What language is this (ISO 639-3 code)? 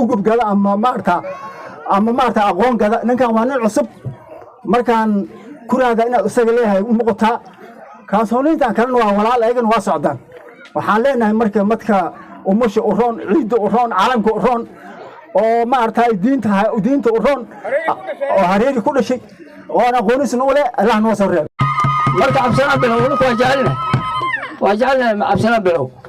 som